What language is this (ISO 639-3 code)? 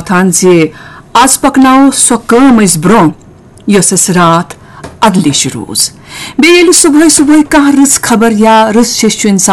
kas